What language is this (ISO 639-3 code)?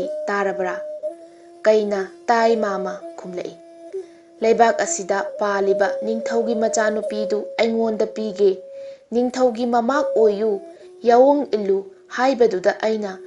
mni